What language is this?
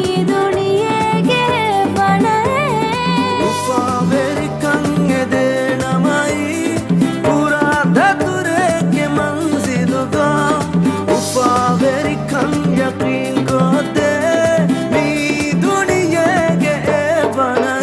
Divehi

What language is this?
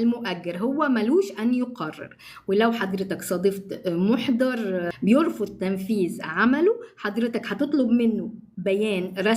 Egyptian Arabic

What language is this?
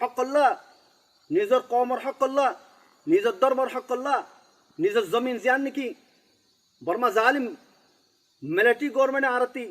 Rohingya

